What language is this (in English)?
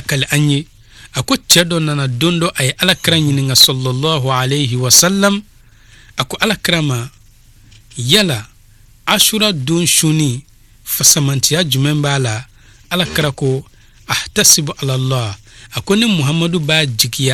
Bambara